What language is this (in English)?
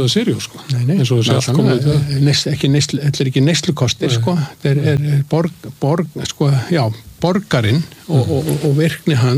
Icelandic